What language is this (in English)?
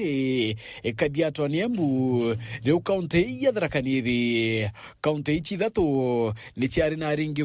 Meru